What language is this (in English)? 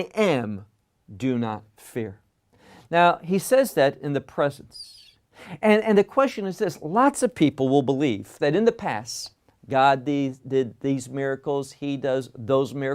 English